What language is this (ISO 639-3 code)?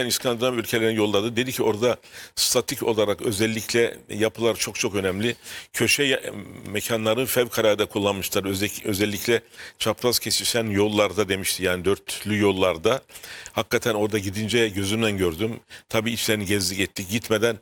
tur